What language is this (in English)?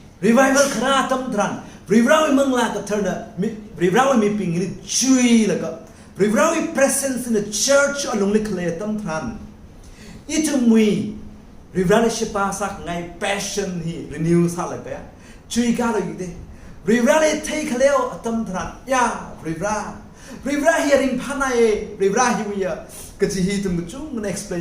Tangkhul Naga (India)